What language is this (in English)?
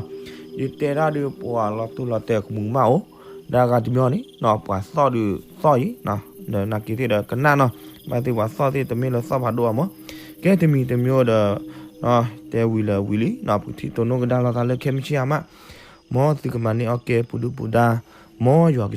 S'gaw Karen